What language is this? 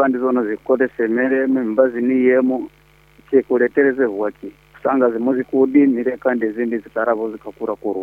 Nyankole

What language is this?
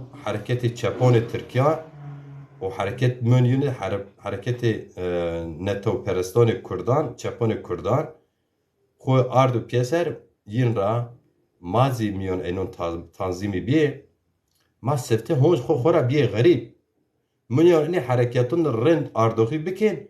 Zaza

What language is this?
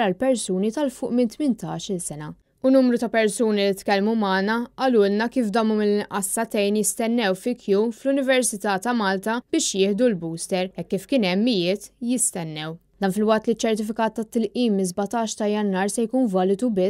Maltese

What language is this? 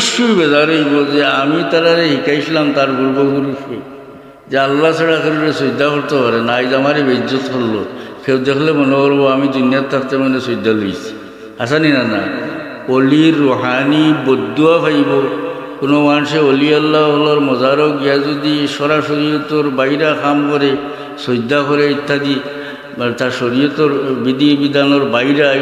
Sylheti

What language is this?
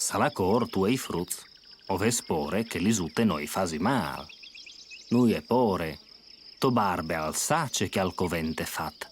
Friulian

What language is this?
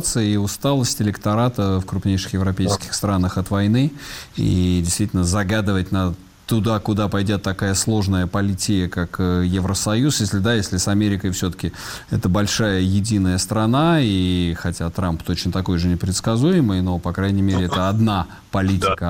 Russian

